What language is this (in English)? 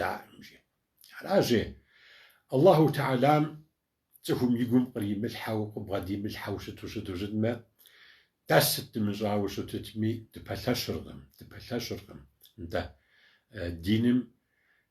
Kabardian